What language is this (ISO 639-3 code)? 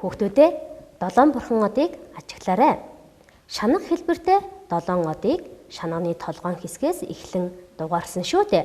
mon